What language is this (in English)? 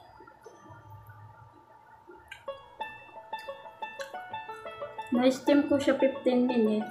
Filipino